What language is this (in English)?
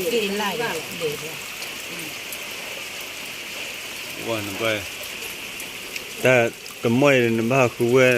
S'gaw Karen